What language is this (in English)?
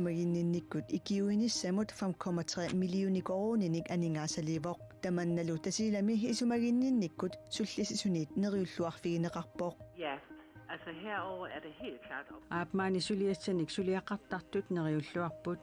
Kalaallisut